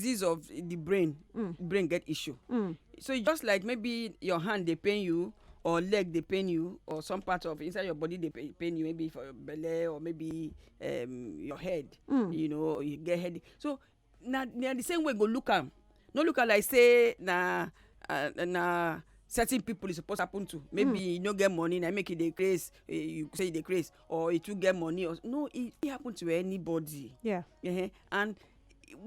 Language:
Nigerian Pidgin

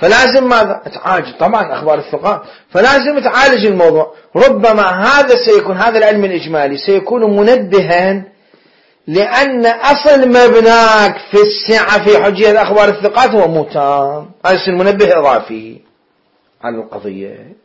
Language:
Mesopotamian Arabic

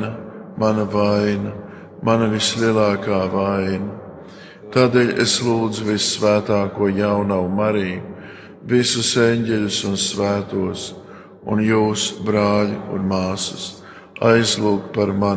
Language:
Latvian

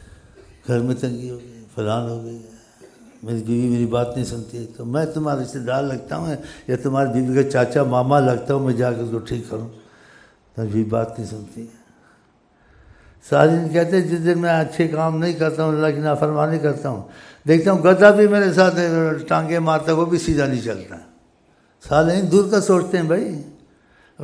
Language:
Urdu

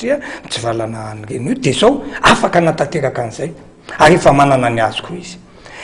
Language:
Malagasy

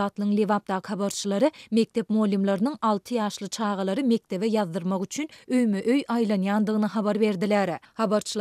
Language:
Turkmen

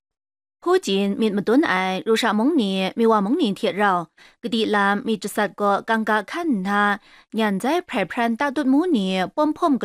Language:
Kachin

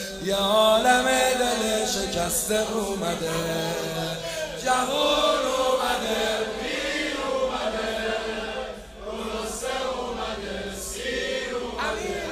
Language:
Persian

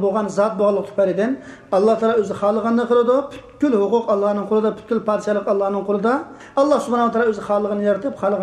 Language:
Uyghur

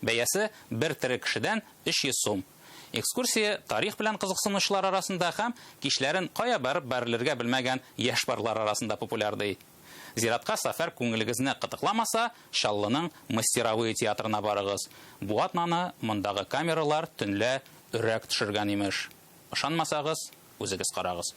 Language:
Tatar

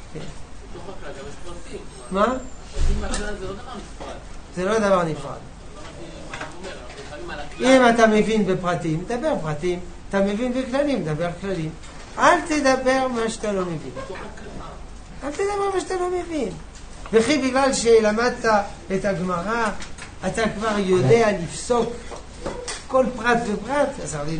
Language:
Hebrew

